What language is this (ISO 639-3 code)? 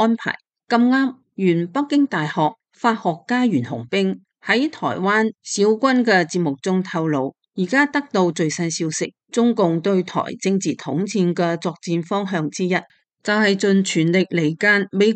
yue